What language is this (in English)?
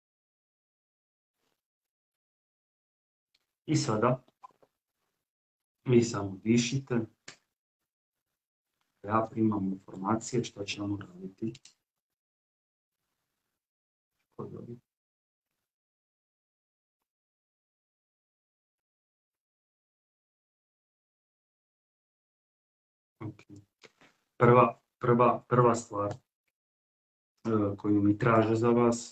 Croatian